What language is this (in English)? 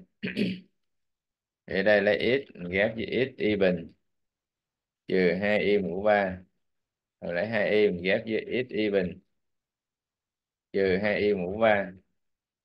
Vietnamese